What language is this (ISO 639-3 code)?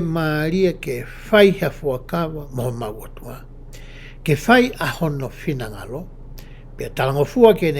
ton